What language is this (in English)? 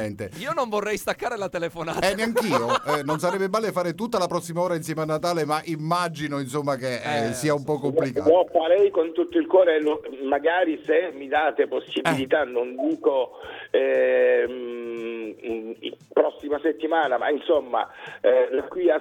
Italian